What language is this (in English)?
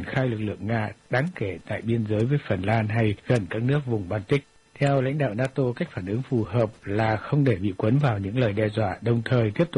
Vietnamese